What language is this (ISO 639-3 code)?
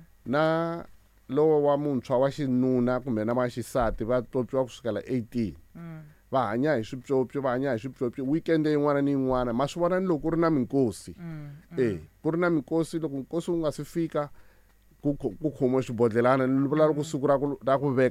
tso